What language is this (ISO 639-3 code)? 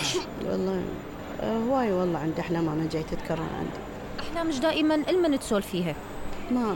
acm